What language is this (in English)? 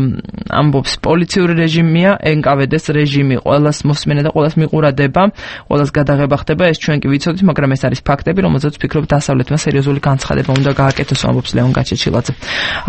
Georgian